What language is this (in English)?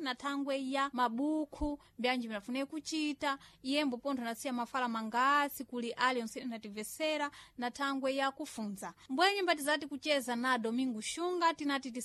Sena